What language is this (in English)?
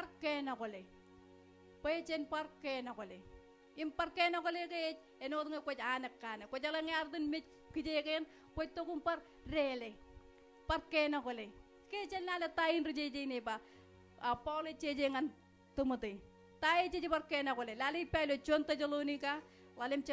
Marshallese